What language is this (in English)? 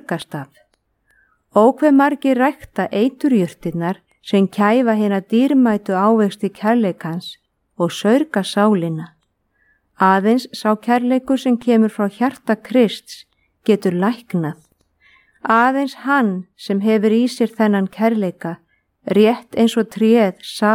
Icelandic